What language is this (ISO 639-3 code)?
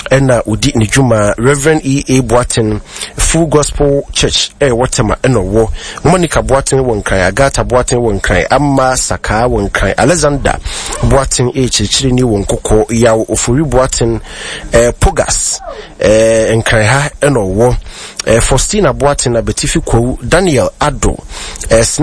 aka